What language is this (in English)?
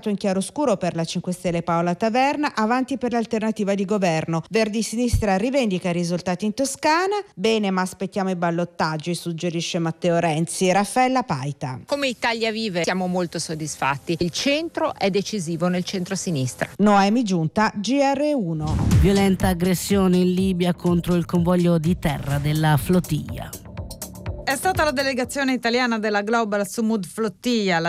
Italian